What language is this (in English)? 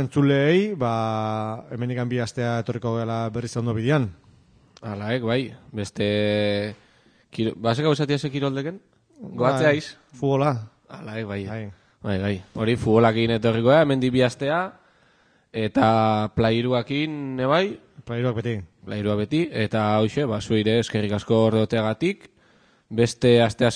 Basque